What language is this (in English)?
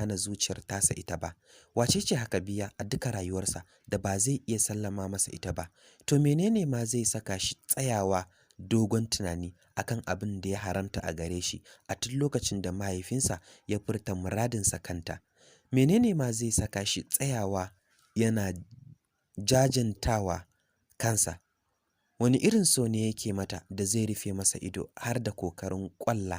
Hausa